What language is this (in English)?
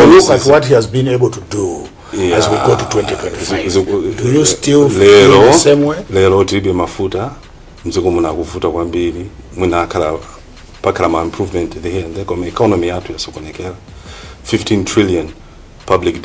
Nyanja